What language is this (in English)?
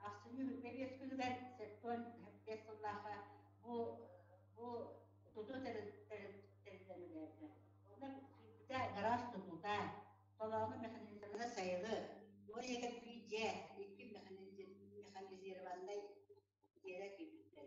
Yakut